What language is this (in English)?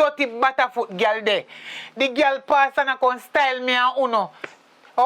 Jamaican Creole English